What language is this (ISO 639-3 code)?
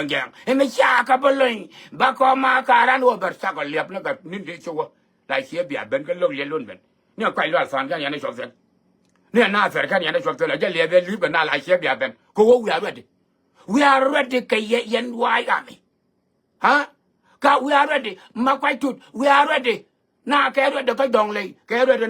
nus